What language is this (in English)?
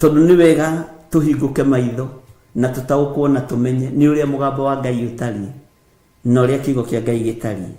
Kikuyu